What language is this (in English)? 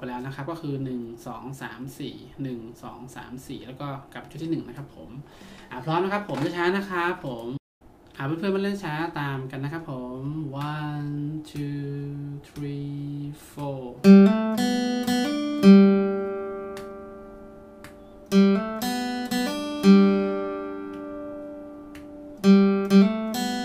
Thai